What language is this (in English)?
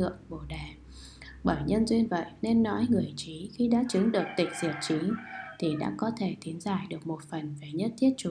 Vietnamese